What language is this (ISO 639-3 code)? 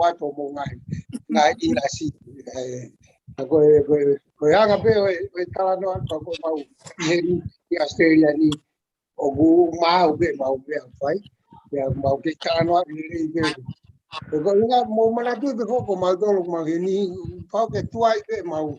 ton